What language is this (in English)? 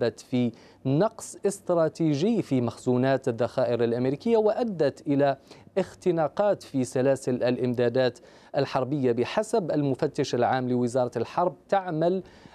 Arabic